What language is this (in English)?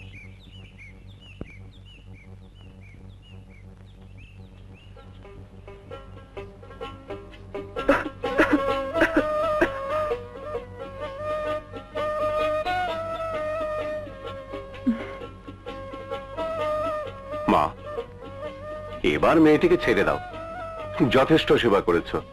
Bangla